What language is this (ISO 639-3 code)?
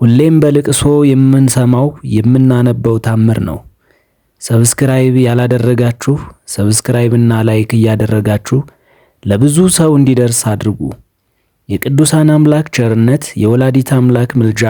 amh